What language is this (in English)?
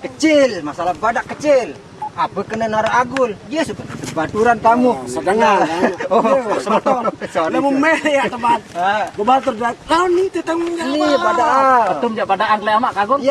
Sasak